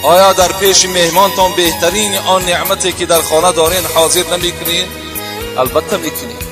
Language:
Tajik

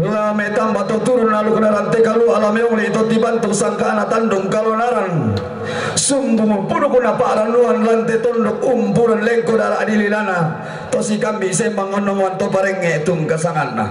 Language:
Toraja-Sa'dan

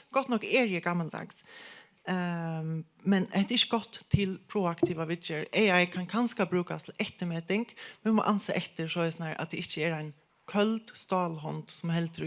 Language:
Faroese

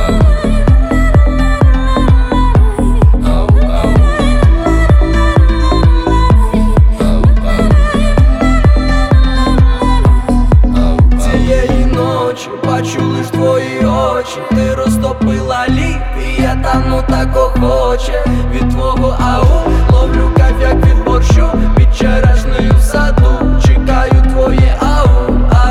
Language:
Ukrainian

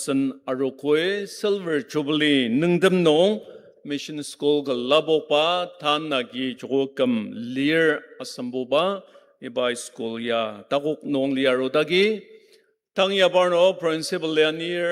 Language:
Ao Naga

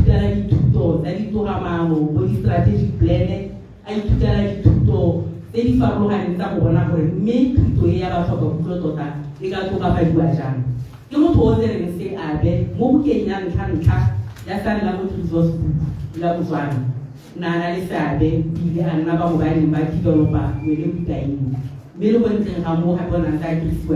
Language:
Tswana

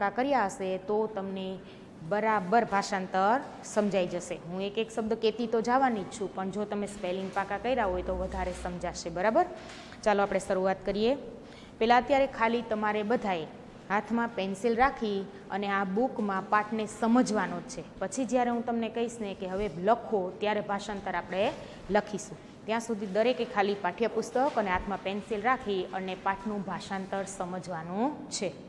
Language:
Gujarati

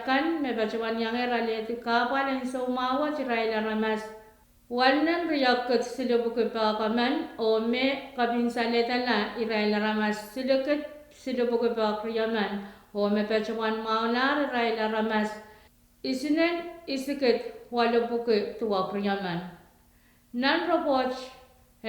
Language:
Pohnpeian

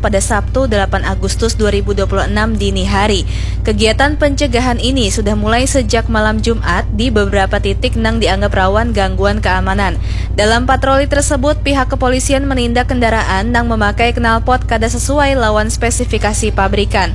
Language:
Banjar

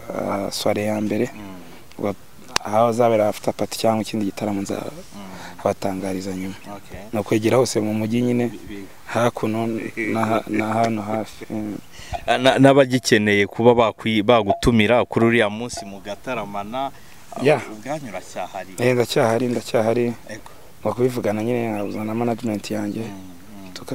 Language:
Kinyarwanda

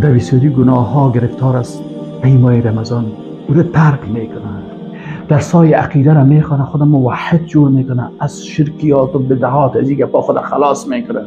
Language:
Persian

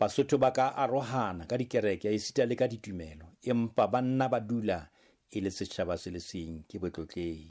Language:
Southern Sotho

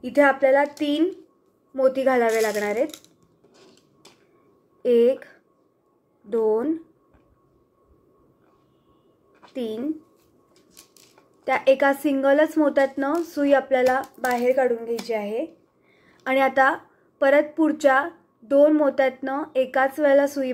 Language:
Marathi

